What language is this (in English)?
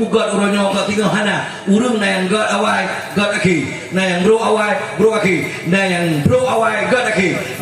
Achinese